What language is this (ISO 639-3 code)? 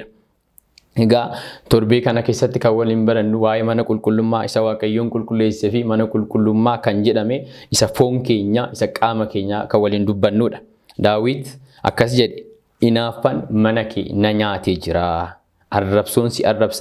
orm